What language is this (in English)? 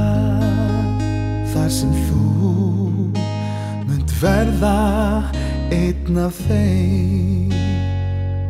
Icelandic